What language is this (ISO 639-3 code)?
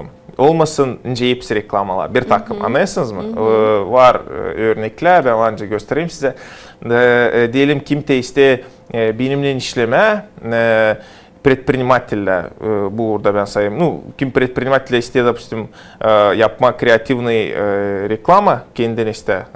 gag